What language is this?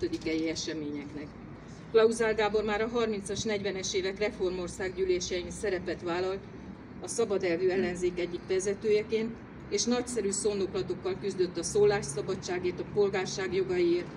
Hungarian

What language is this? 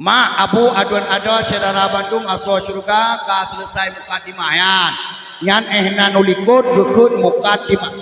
Achinese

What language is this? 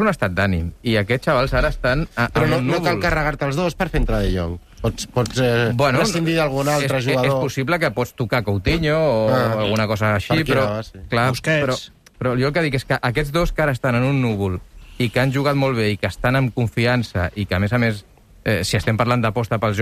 Catalan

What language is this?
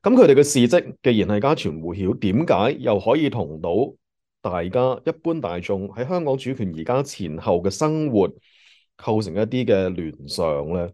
Cantonese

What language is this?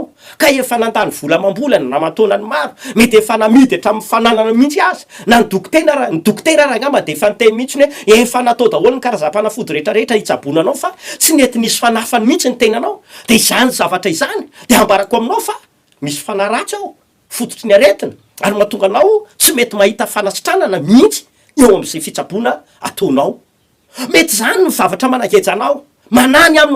Malagasy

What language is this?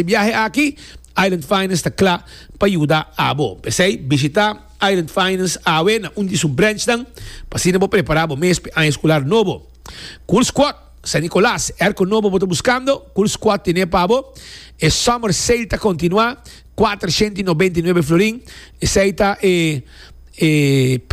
Papiamento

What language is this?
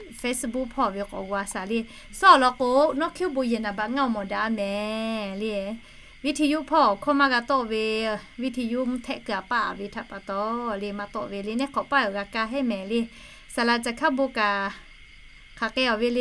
Lahu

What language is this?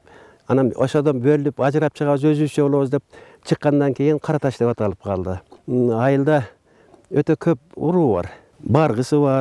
Kyrgyz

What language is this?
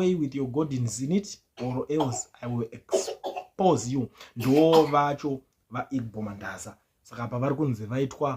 Shona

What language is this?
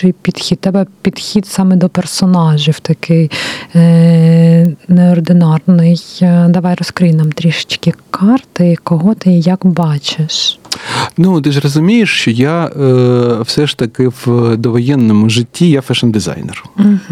Ukrainian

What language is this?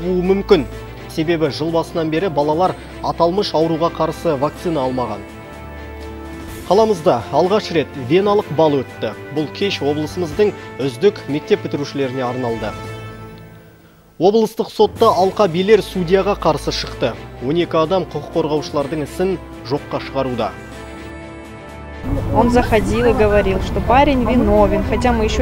Kazakh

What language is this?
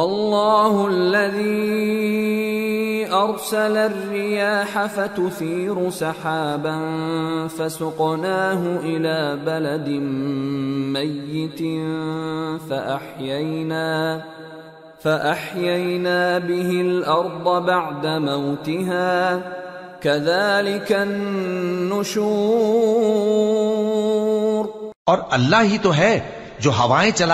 Urdu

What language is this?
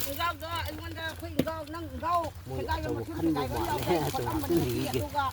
Manipuri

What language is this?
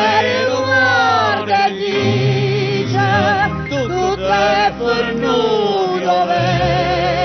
Neapolitan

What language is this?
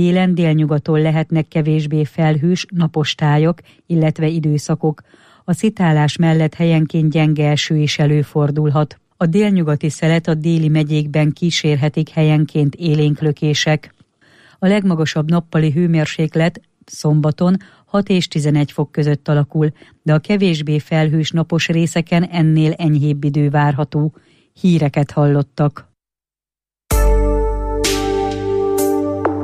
Hungarian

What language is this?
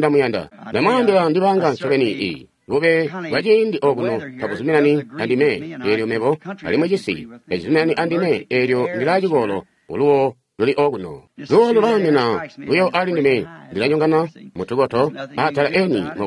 Tonga (Zambia)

